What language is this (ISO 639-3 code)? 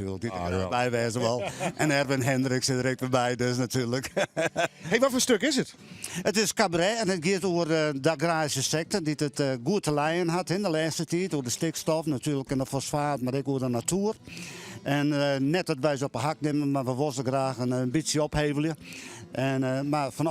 fry